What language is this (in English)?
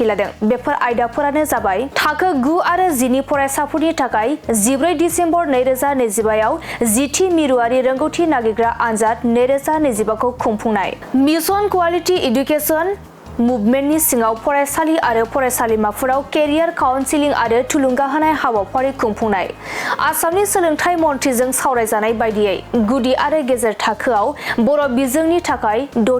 Bodo